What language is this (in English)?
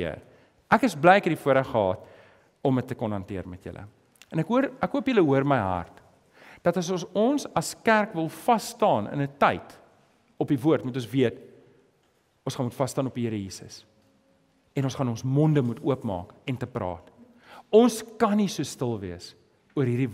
Afrikaans